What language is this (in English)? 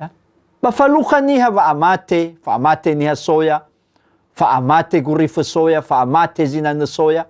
Nias